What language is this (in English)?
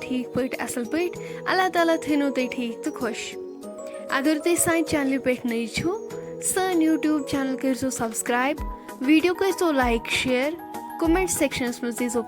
Kashmiri